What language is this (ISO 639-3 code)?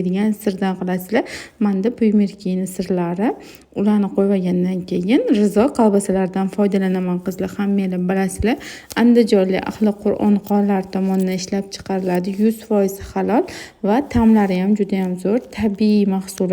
uzb